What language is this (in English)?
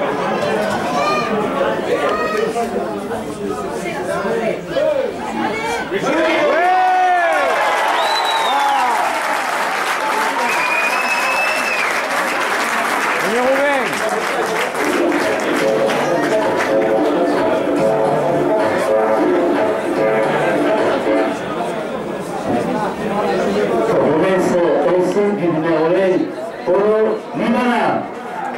French